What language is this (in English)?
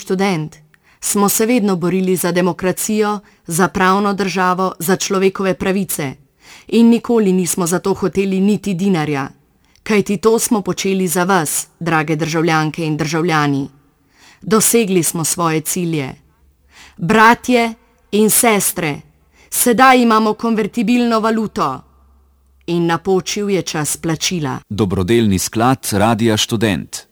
Slovenian